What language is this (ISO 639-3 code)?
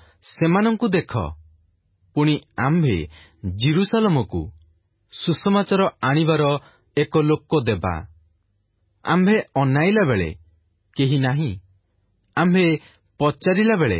ori